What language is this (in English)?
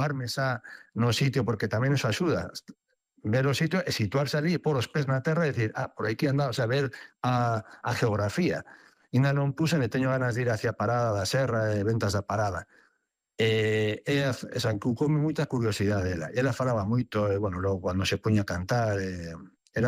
Galician